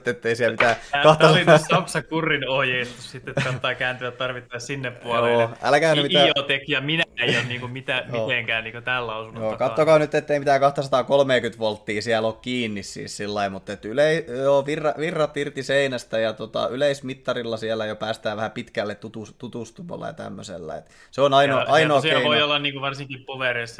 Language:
Finnish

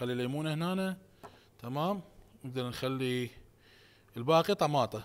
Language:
Mesopotamian Arabic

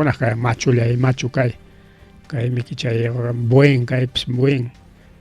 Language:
Ayacucho Quechua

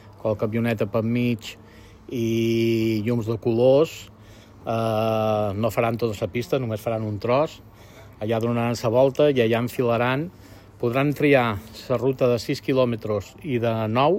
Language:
Catalan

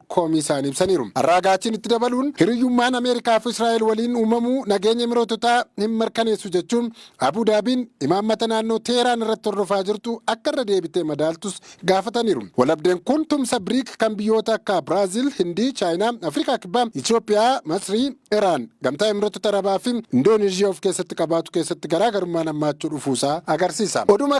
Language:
Oromo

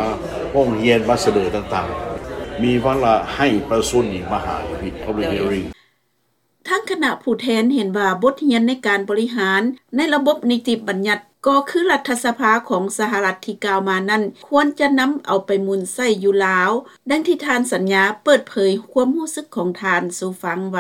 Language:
Lao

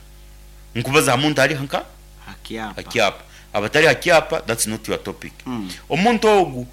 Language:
Nyoro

